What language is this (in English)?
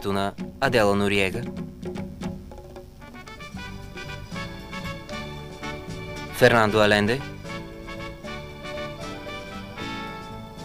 Bulgarian